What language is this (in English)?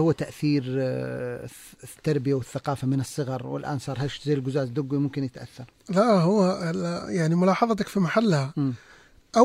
Najdi Arabic